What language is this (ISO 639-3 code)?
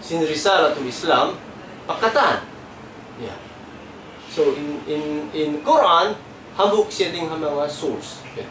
tsg